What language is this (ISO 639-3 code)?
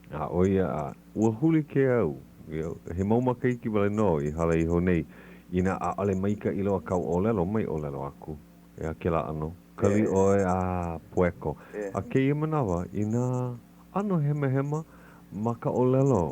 haw